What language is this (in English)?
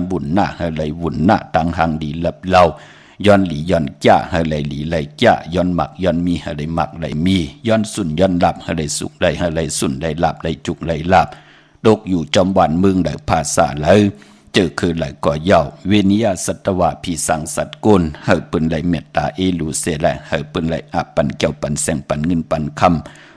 Shan